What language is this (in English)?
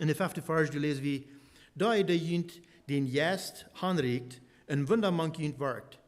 Plautdietsch